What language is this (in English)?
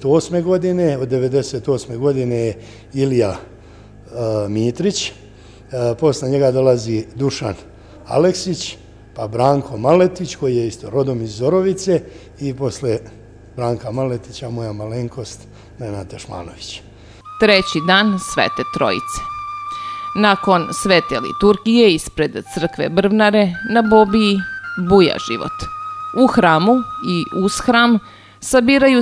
Serbian